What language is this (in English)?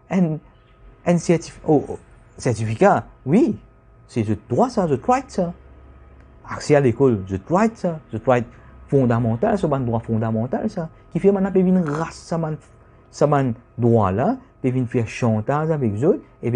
Morisyen